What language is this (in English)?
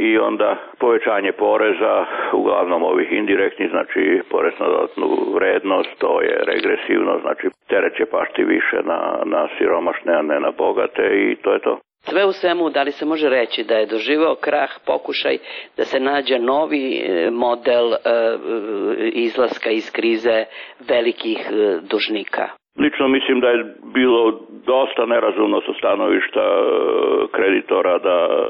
Serbian